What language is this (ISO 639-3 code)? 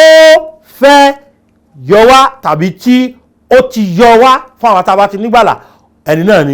yor